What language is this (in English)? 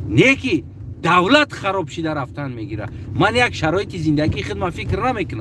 Tajik